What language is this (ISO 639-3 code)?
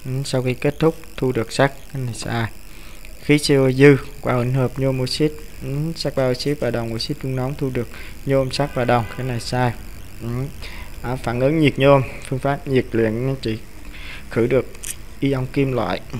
vie